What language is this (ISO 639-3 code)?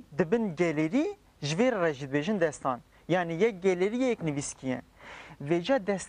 kur